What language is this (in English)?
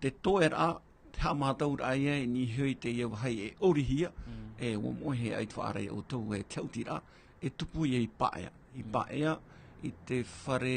Tahitian